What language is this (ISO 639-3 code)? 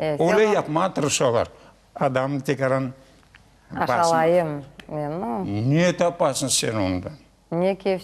crh